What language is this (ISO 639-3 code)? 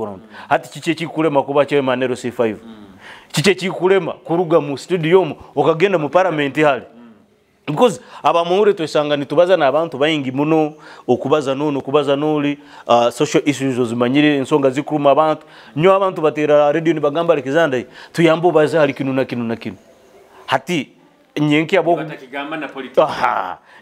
nyo